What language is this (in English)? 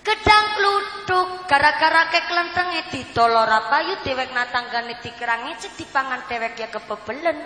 Javanese